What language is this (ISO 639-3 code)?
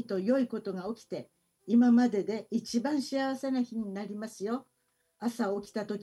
jpn